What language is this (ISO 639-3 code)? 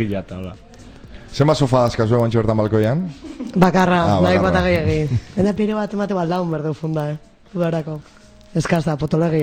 eus